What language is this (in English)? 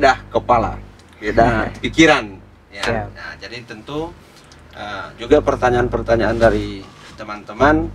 Indonesian